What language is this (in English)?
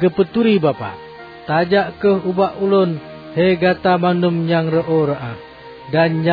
Achinese